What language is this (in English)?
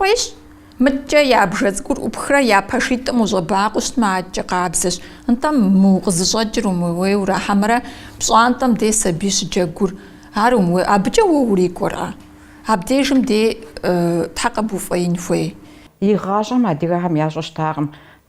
Kabardian